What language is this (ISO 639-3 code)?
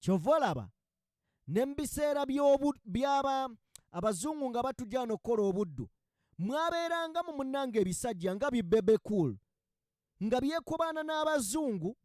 lug